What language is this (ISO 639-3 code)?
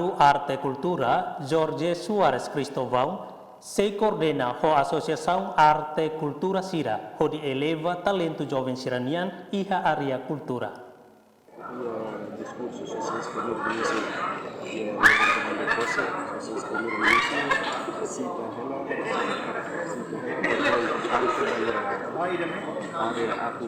tet